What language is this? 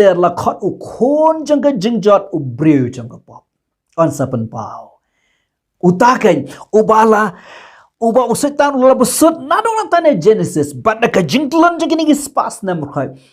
Khasi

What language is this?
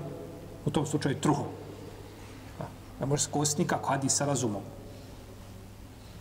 Bosnian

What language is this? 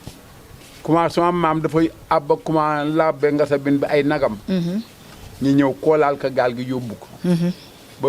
Wolof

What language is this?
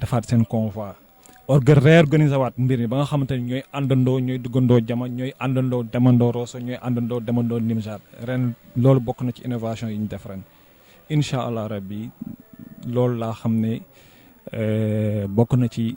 Wolof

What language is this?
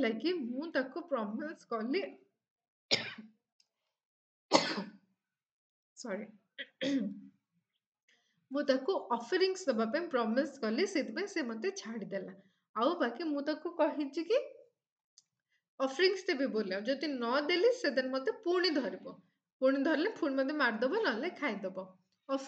Odia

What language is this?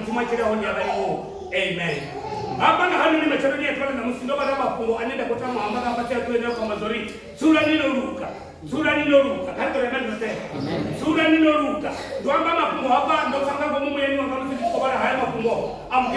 Venda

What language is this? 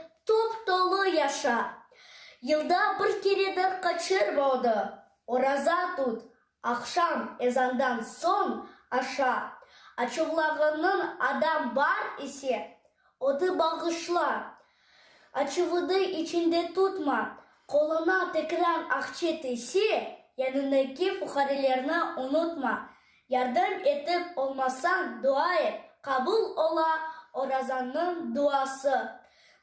Crimean Tatar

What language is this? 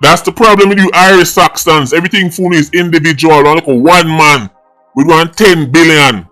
Jamaican Creole English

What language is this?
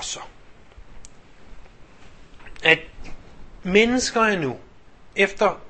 Danish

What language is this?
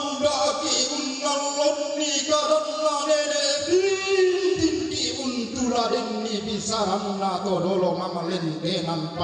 Toraja-Sa'dan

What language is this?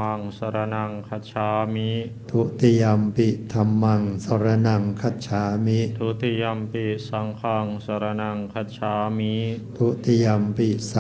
Pali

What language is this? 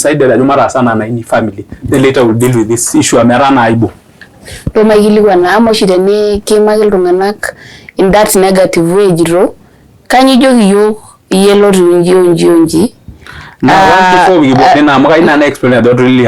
Masai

